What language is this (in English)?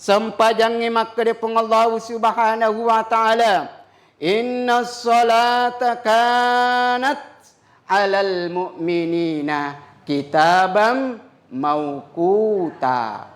Buginese